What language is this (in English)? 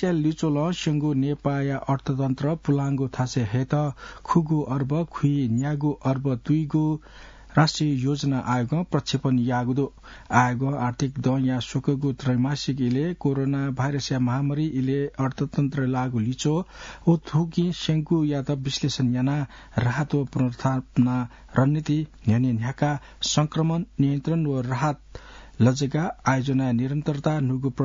Newari